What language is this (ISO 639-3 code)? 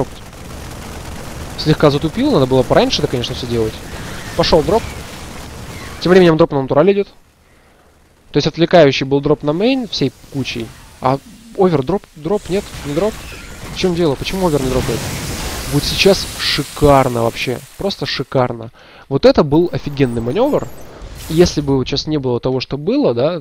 rus